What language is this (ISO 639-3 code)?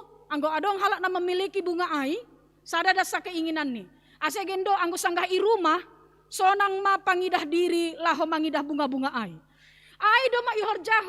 bts